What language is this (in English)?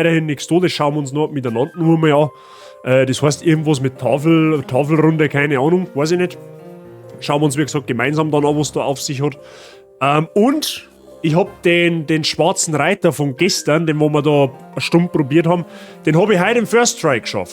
Bavarian